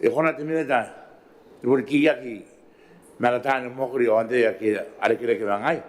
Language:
Gilbertese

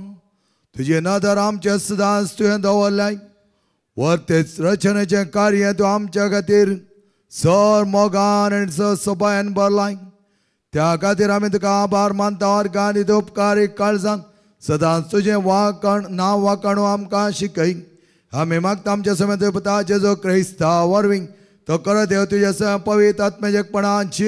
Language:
Konkani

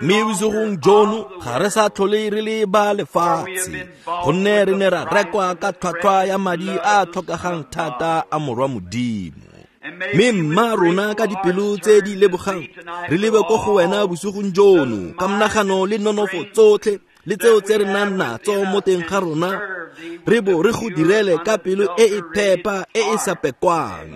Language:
Tswana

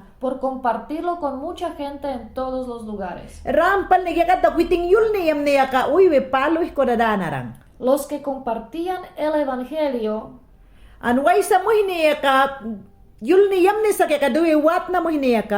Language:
Mayangna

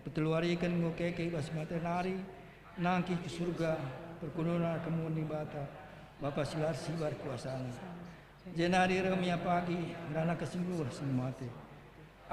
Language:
Batak Karo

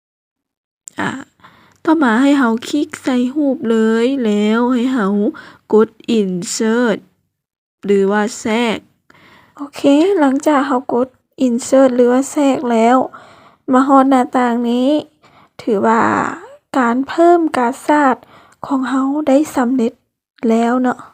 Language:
Lao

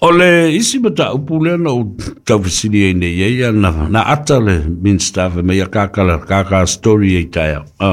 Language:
Samoan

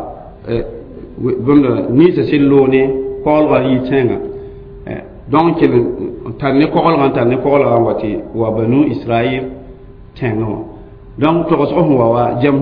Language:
Mossi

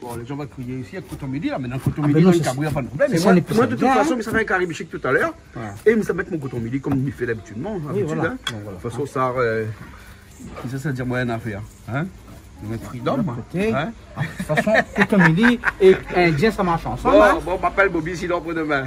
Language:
Réunion Creole French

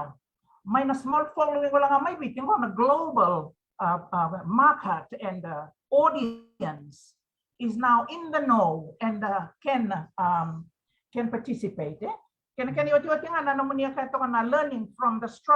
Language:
Fijian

